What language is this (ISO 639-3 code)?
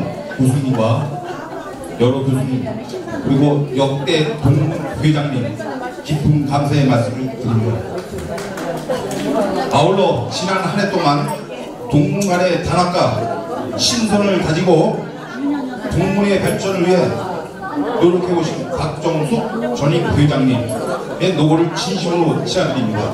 kor